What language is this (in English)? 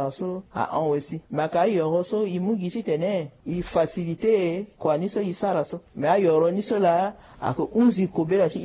Sango